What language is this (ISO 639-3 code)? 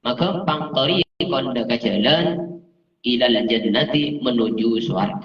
mad